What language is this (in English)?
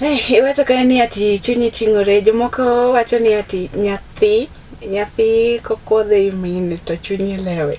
Luo (Kenya and Tanzania)